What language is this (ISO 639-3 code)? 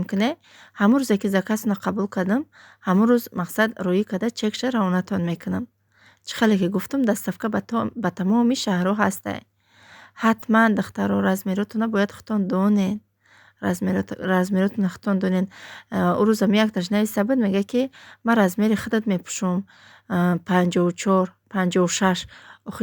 tgk